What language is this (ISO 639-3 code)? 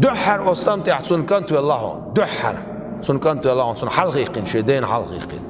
che